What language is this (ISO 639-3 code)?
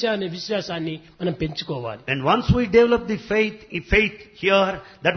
tel